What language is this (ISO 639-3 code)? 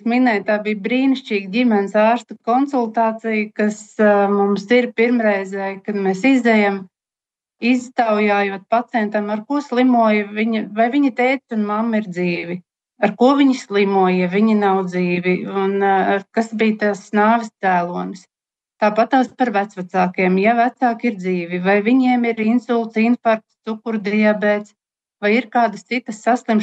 lav